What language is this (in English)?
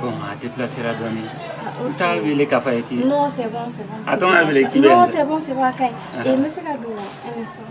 Bambara